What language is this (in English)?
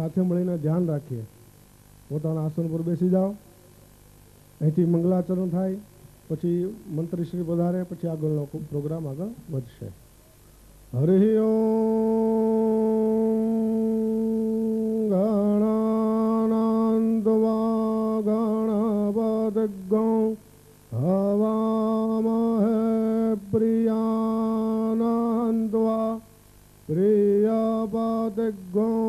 Gujarati